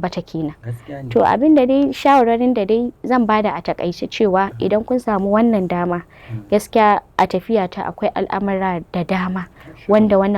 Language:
Hausa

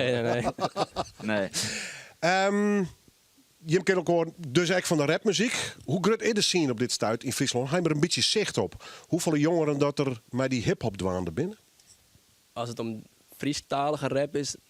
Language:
Western Frisian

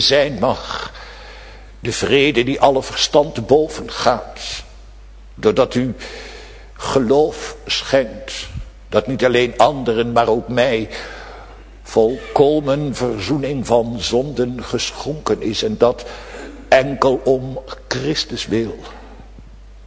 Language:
Dutch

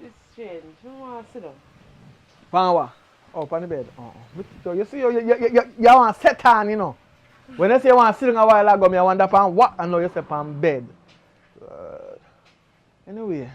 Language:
Jamaican Creole English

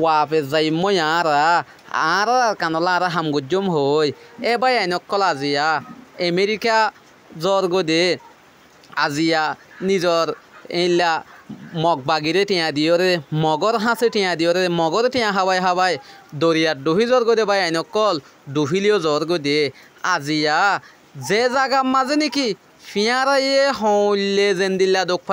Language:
Rohingya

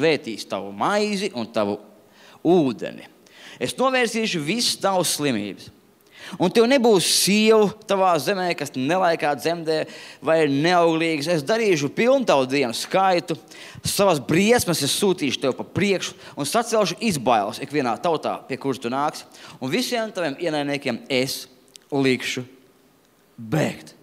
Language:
Latvian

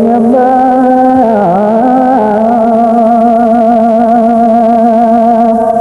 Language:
Balinese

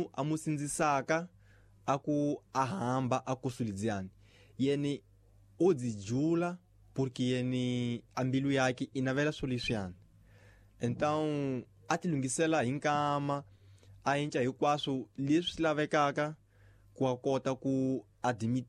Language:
Tsonga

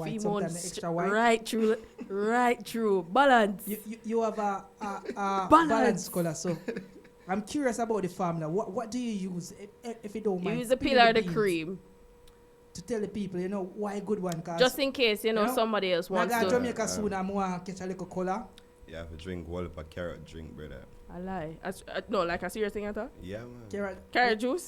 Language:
Jamaican Creole English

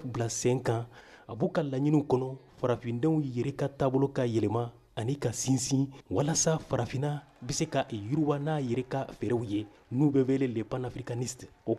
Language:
Bambara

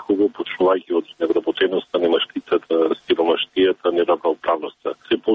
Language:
Macedonian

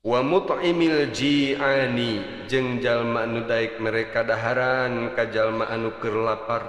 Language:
Sundanese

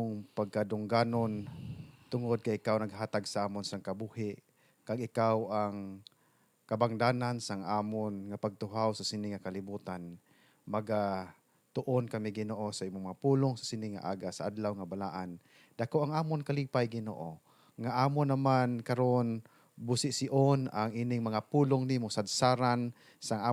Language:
Hiligaynon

